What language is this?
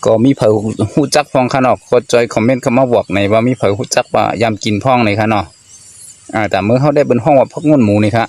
Shan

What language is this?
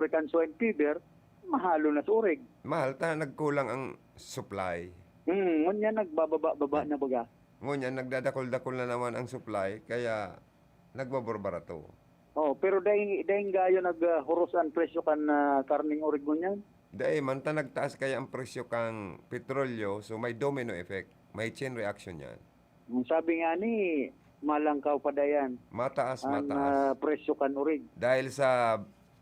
Bikol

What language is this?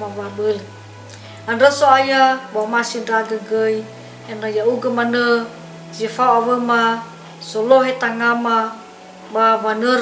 Nias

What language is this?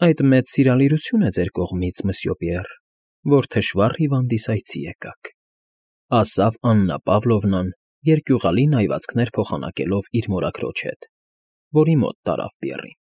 Armenian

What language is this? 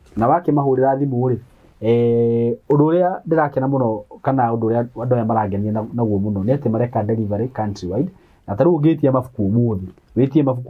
Kikuyu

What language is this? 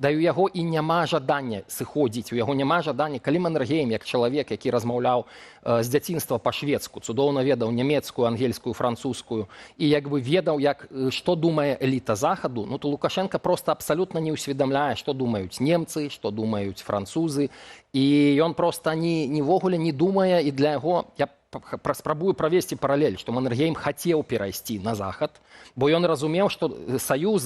Belarusian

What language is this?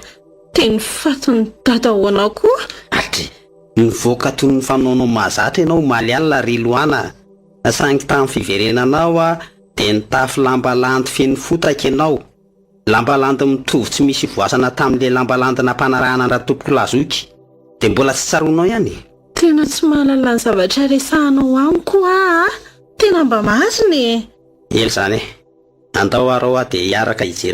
Malagasy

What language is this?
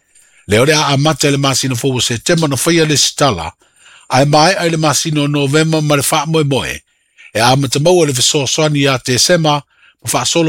Samoan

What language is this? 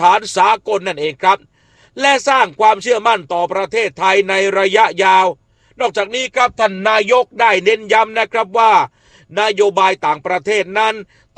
Thai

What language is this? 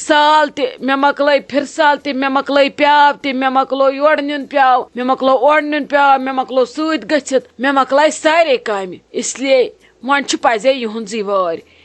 Kashmiri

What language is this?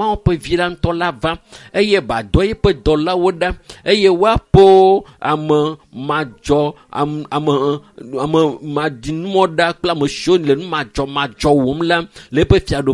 Ewe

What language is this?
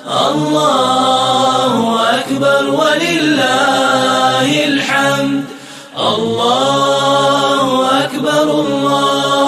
Arabic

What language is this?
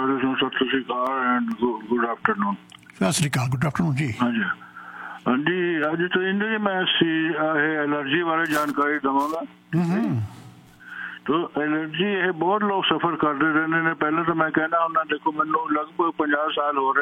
Punjabi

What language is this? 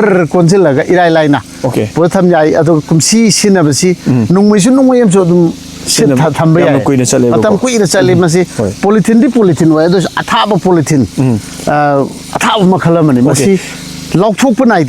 Manipuri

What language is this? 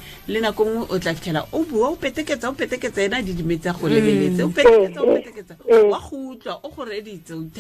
Tswana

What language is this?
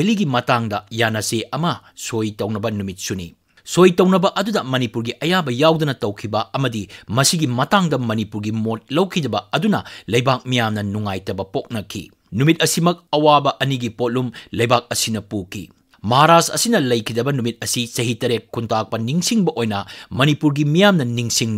Manipuri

